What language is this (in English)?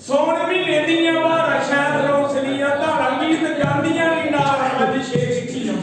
Dogri